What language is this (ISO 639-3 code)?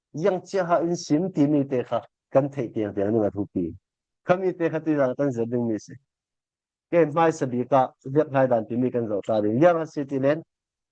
cfm